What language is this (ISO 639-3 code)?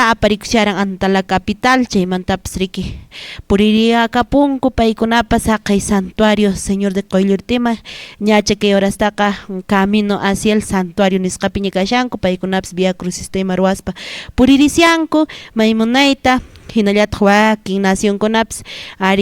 que